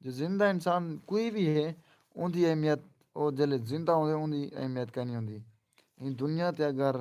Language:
Saraiki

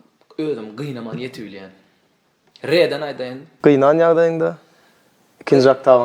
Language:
Turkmen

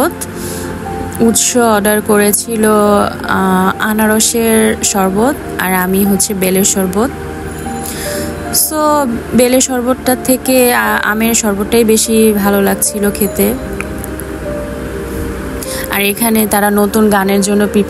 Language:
Bangla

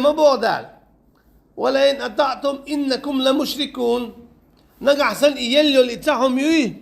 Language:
Chechen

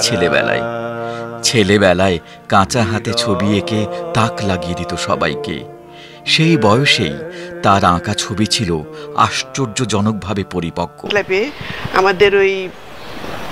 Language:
Bangla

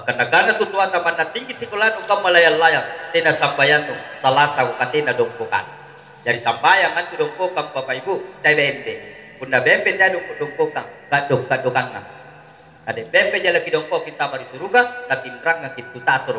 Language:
Makasar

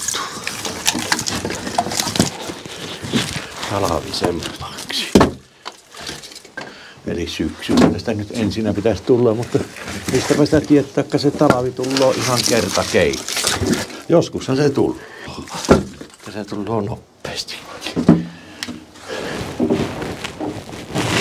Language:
Finnish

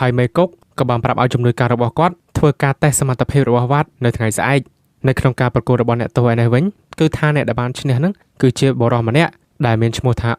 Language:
Khmer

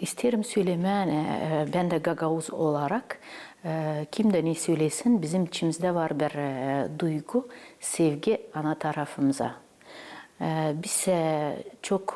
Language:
Gagauz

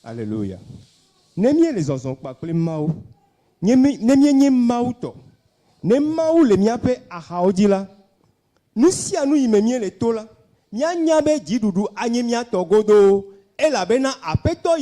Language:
Ewe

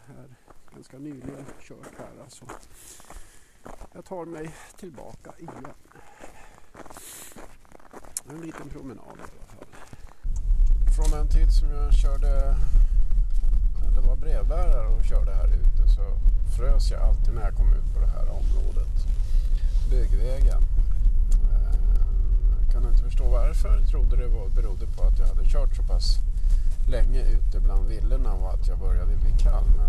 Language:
Swedish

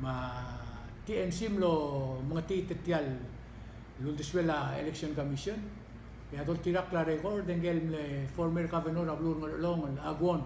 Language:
Palauan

